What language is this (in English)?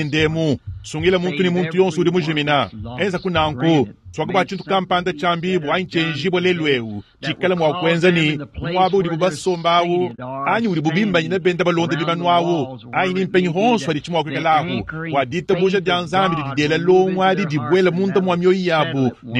Luba-Lulua